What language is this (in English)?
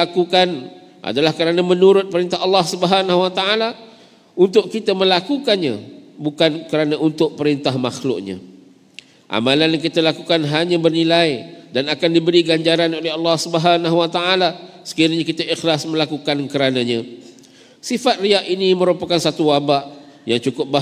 Malay